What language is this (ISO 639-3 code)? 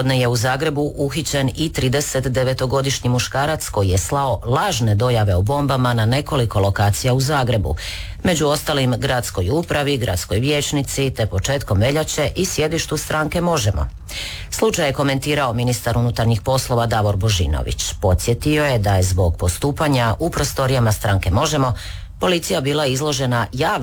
hrv